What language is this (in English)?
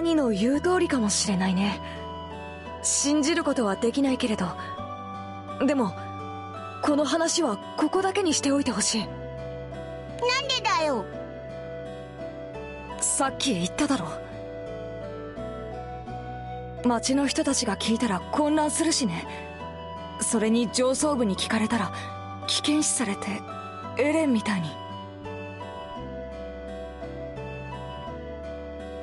Japanese